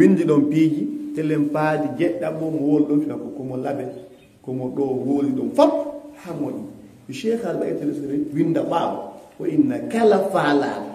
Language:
Fula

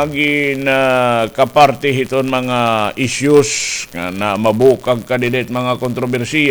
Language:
Waray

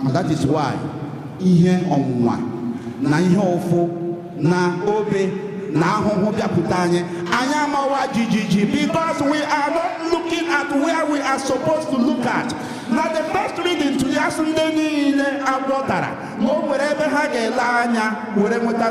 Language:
Igbo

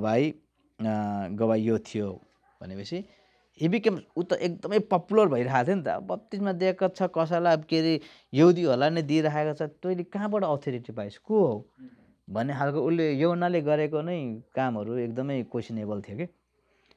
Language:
Nepali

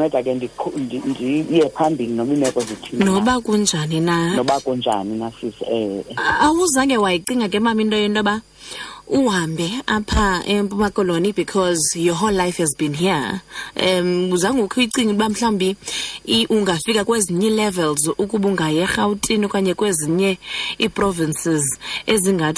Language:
Xhosa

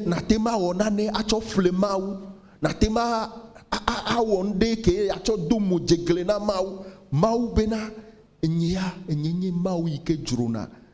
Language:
Ewe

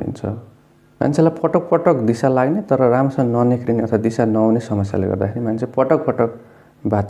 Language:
Nepali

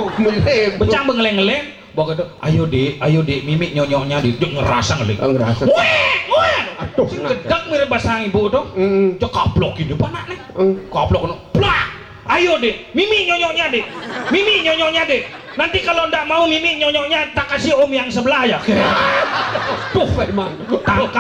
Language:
Balinese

